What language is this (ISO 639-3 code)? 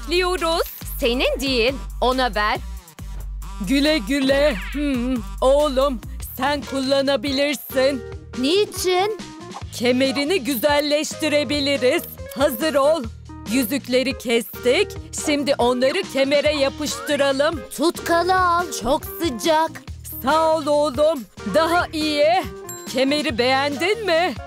tur